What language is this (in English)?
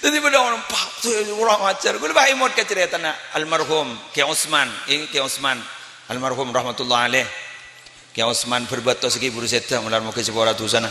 Madurese